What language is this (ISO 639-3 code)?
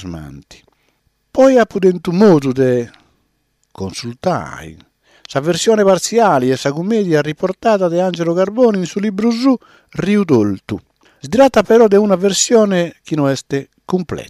srd